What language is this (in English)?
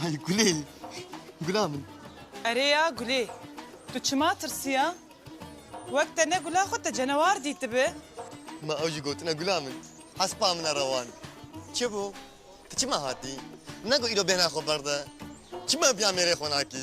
Kurdish